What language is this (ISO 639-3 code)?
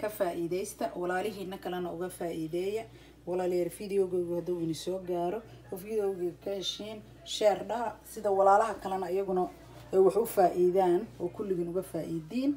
som